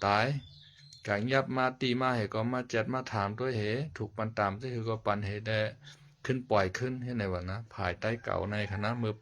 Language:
Shan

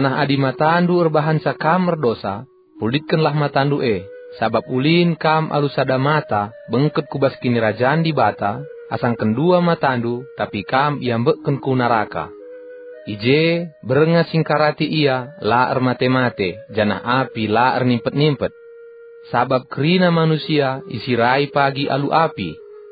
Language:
Batak Karo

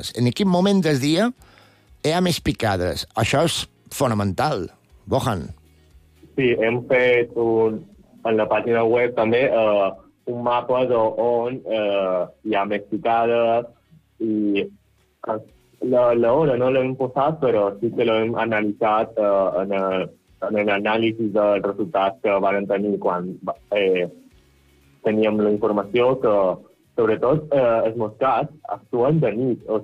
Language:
Catalan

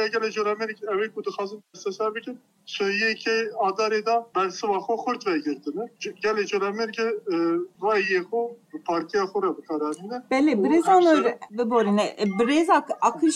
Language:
Kurdish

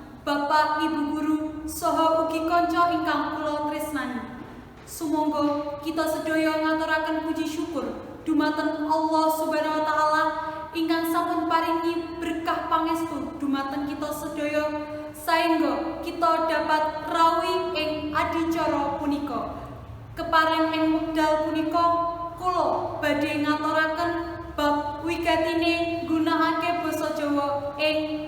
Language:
Javanese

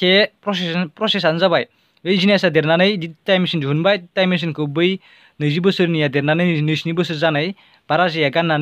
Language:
Bodo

